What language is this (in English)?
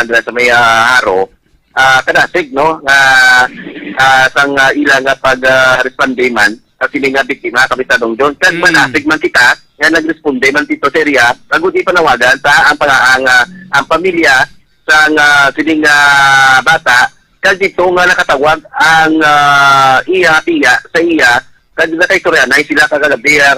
Hiligaynon